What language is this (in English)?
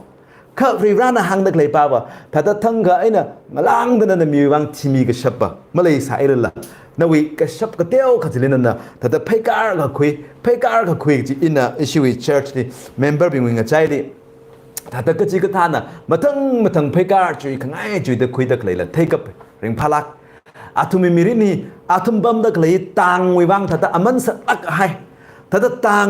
Tangkhul Naga (India)